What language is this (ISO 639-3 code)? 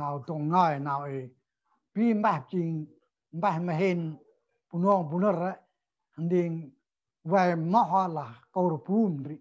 cmo